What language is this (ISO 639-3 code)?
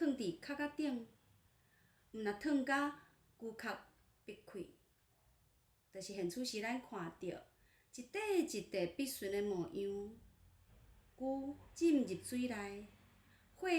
nan